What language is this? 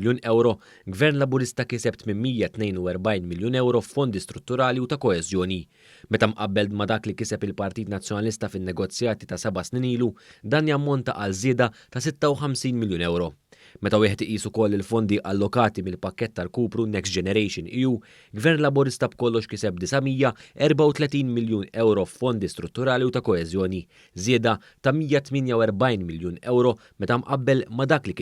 Maltese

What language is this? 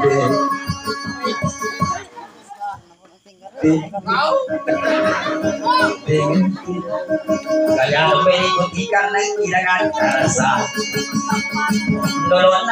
Maguindanaon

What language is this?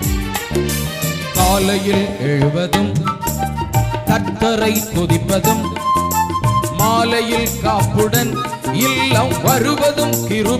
Tamil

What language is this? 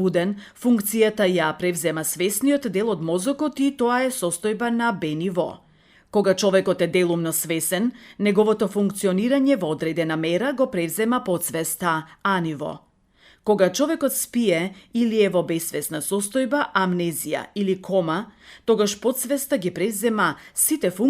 Macedonian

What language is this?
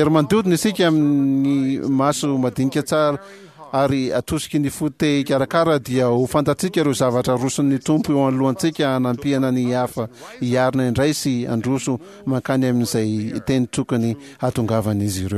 Malagasy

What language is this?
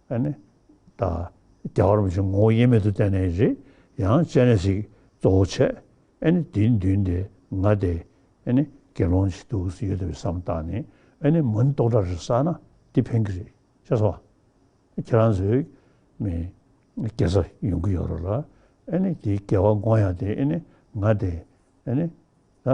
Tibetan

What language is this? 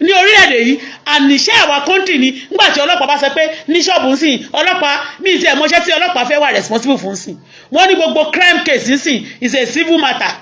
Yoruba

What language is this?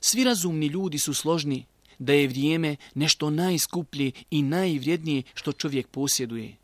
Bosnian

